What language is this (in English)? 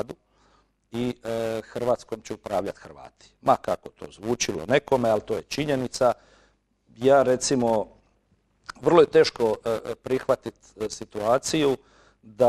Croatian